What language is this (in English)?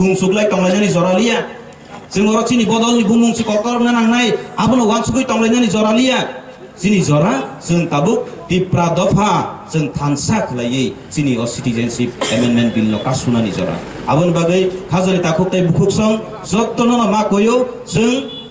Kok Borok